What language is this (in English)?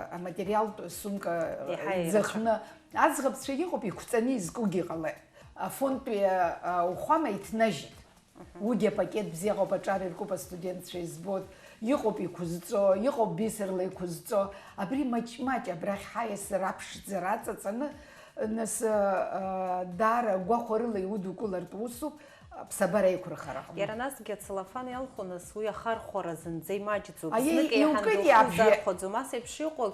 Abkhazian